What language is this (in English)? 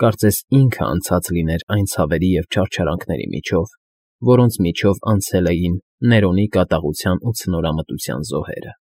Armenian